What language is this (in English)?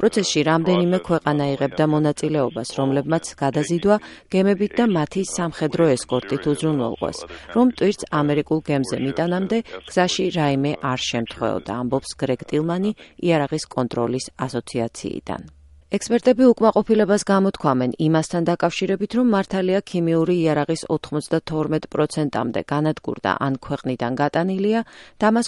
Georgian